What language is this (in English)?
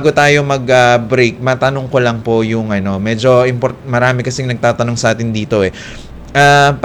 Filipino